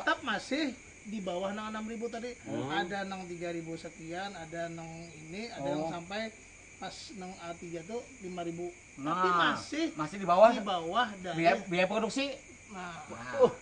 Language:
Banjar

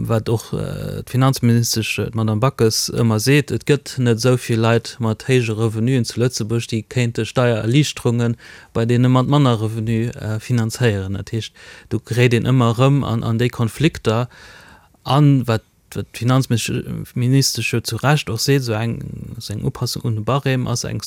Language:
Luxembourgish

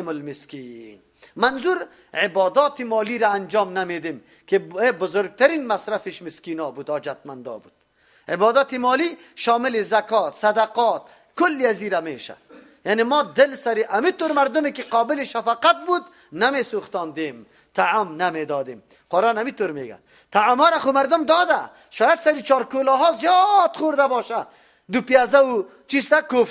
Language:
Persian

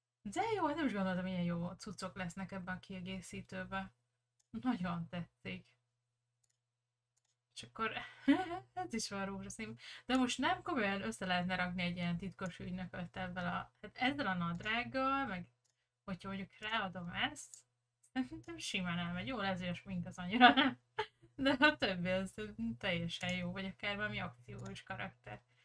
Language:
Hungarian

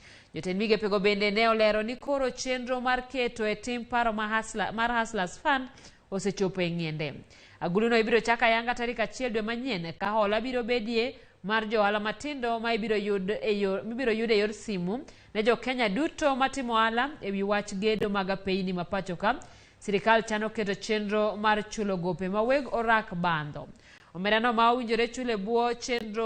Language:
Luo (Kenya and Tanzania)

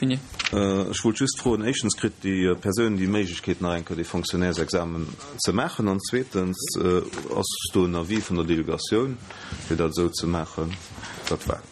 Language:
Luxembourgish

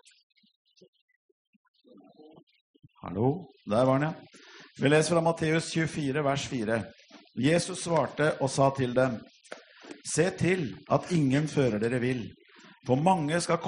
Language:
Danish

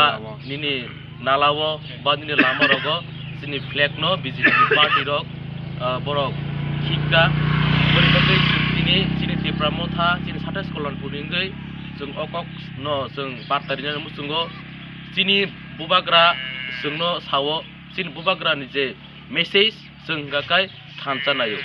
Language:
Kok Borok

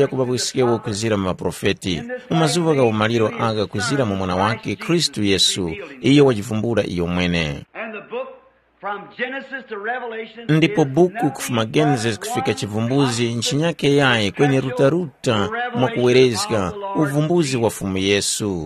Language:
Tumbuka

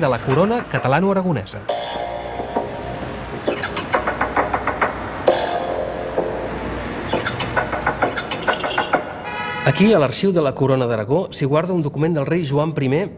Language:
Catalan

